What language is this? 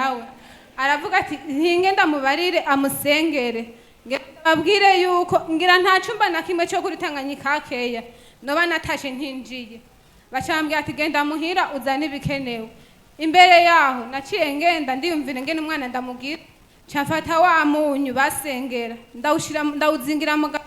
Rundi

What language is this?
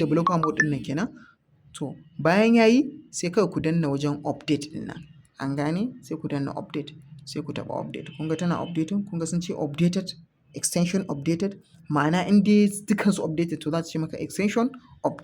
Hausa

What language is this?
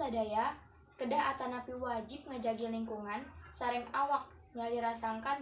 Sundanese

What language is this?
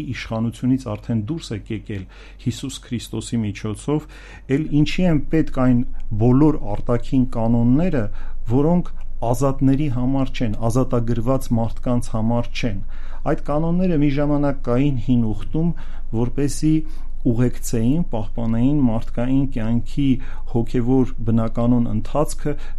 Armenian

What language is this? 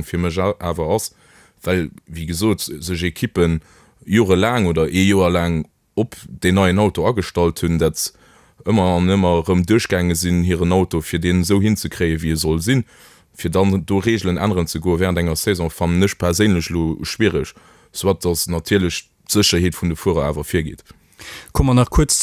Luxembourgish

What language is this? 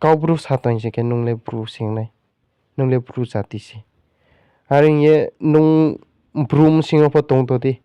Riang (India)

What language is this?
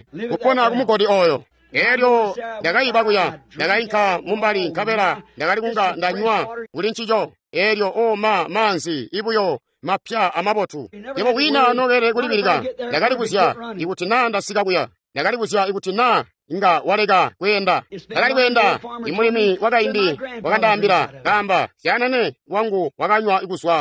Tonga (Zambia)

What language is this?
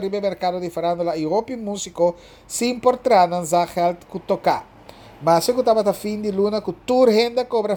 Papiamento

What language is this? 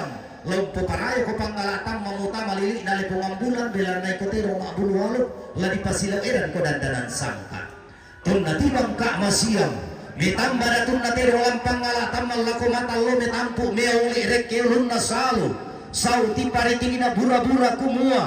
Toraja-Sa'dan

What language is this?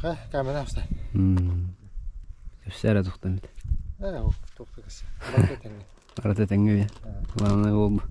Yakut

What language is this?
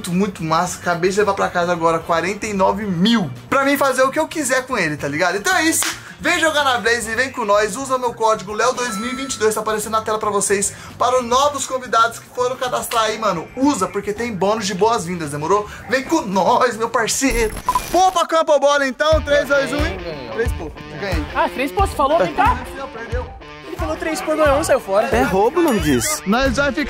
Portuguese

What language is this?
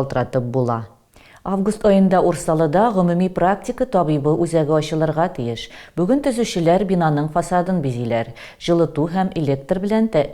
Tatar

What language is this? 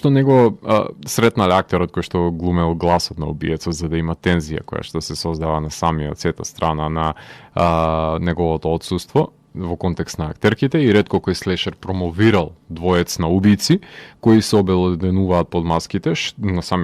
Macedonian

